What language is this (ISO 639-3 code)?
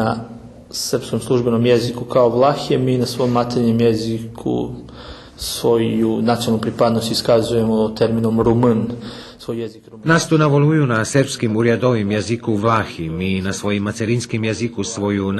rue